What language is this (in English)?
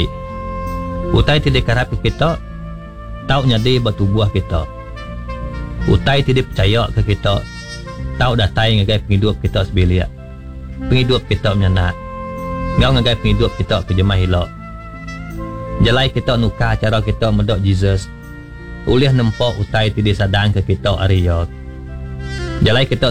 Iban